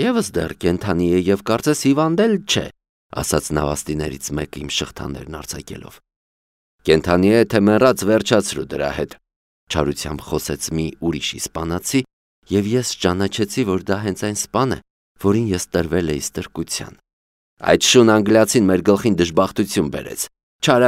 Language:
Armenian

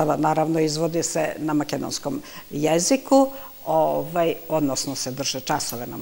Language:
Serbian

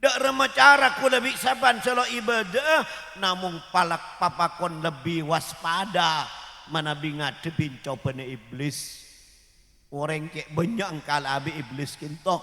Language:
Madurese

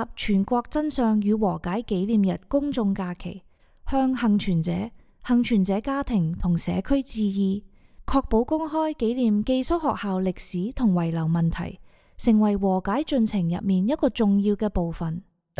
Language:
Cantonese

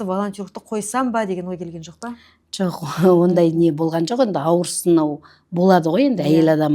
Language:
Kazakh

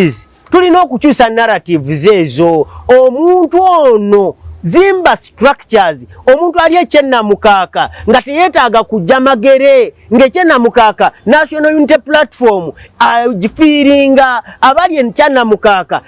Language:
Ganda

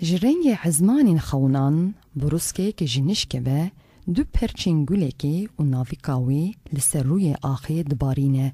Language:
Kurdish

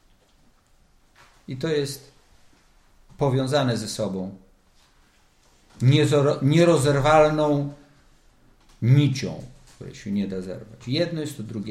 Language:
Polish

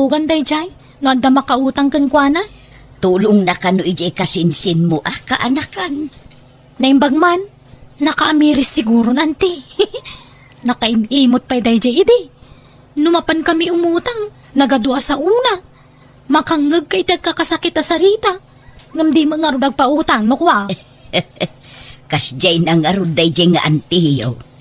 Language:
Iloko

